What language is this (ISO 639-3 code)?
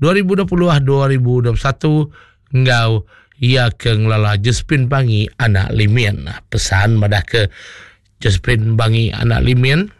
iba